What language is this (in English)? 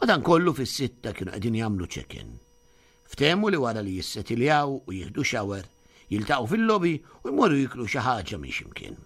Maltese